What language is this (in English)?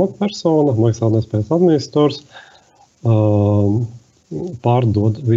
Latvian